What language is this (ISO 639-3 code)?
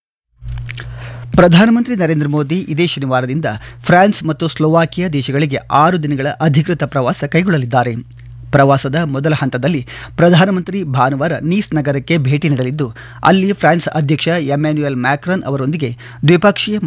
kan